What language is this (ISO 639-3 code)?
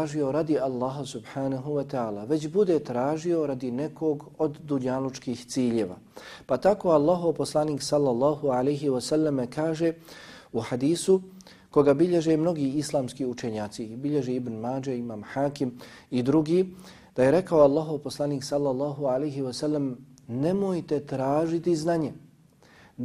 bos